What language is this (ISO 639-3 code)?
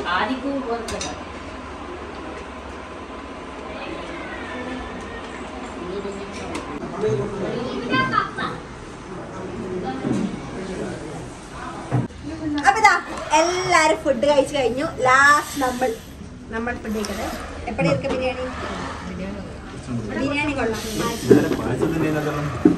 mal